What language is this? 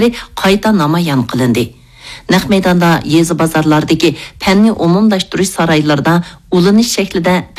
Uyghur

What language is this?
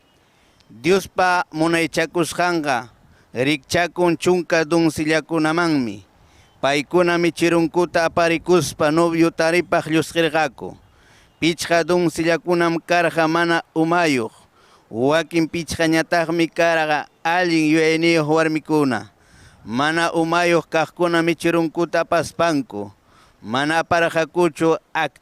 Ayacucho Quechua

